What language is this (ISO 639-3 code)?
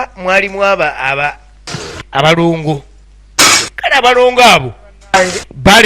lug